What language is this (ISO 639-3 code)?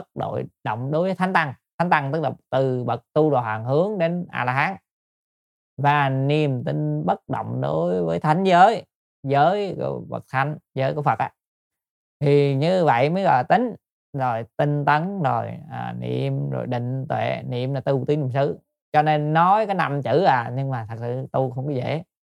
vie